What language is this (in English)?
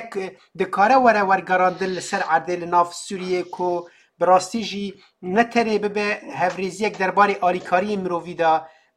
Kurdish